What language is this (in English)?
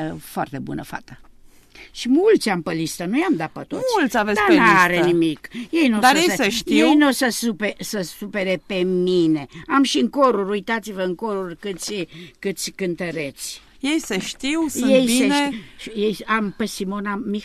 Romanian